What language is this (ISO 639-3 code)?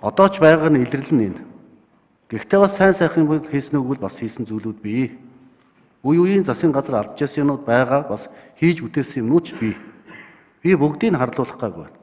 mon